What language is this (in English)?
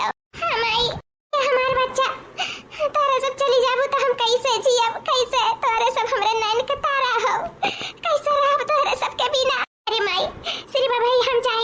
Awadhi